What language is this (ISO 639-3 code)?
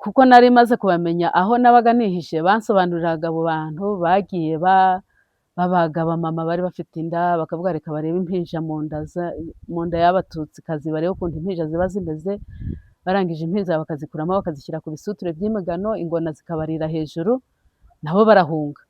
kin